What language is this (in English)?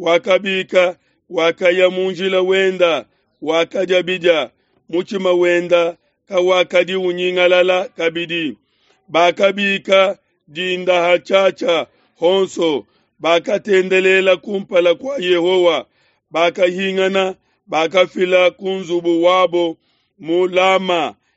Luba-Lulua